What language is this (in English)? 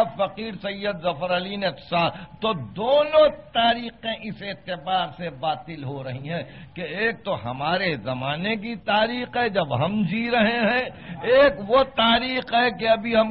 Urdu